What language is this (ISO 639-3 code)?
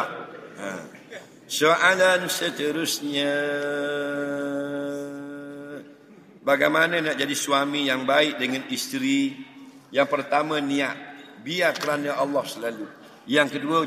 msa